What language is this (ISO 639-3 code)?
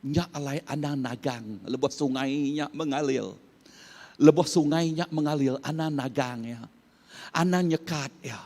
iba